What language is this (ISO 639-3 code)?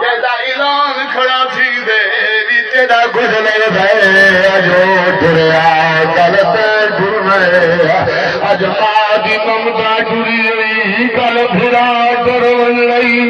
skr